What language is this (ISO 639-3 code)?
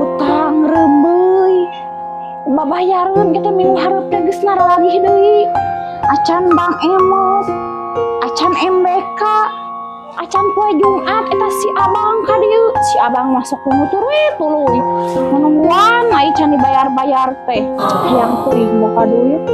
sun